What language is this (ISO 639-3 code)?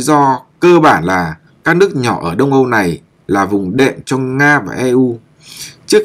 vie